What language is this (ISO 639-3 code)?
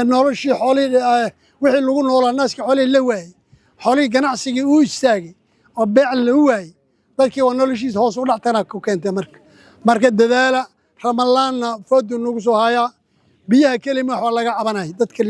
som